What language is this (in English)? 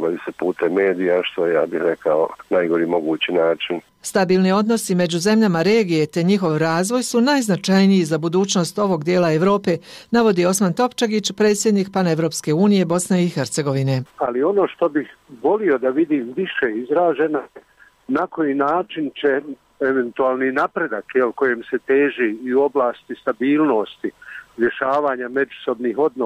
Bosnian